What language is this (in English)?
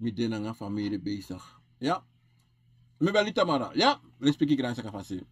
Sranan Tongo